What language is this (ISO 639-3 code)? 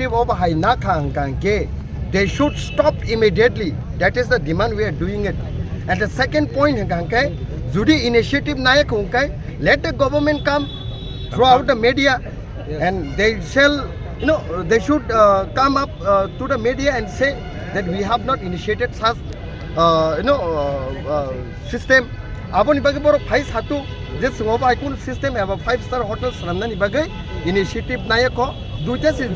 trp